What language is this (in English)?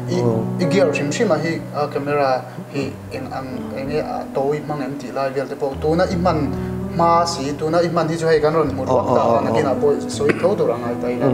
Mizo